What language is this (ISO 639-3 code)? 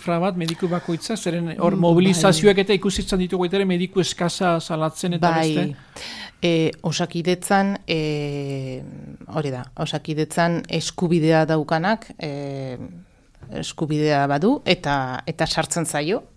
eus